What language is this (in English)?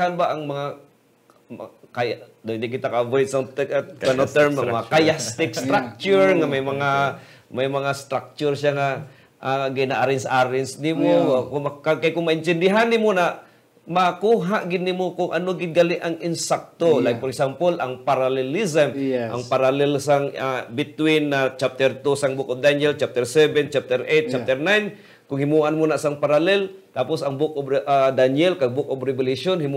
Hiligaynon